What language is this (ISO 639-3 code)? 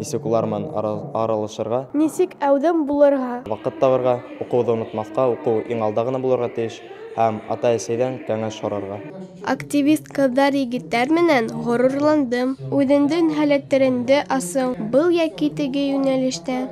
bak